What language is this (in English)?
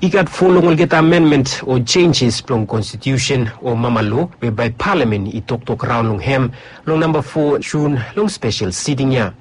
Bislama